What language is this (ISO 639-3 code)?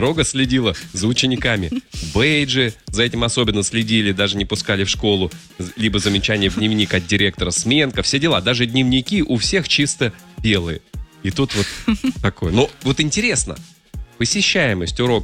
rus